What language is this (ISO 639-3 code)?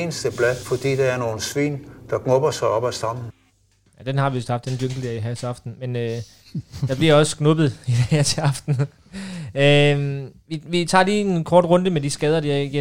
dan